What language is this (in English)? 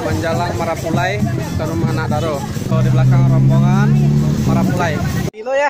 Minangkabau